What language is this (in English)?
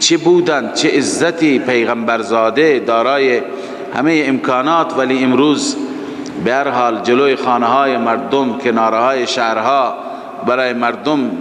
Persian